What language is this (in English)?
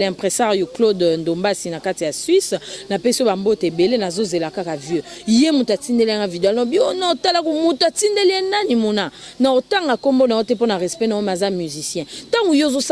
Lingala